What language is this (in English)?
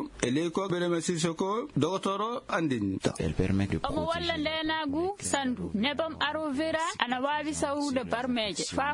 Fula